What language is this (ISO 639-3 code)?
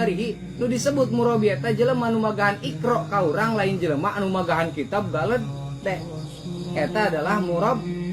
sun